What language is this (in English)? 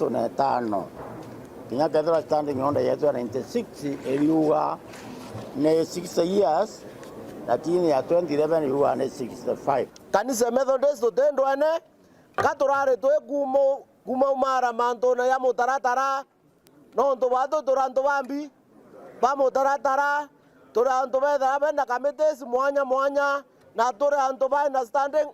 Meru